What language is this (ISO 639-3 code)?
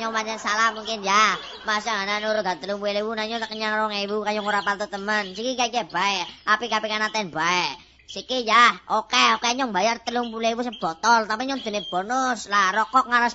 jav